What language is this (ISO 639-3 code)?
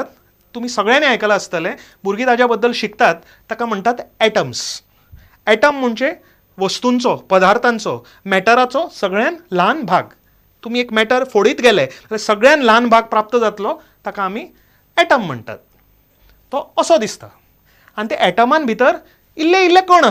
kok